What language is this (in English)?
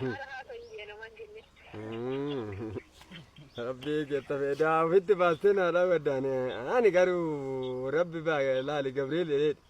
Oromo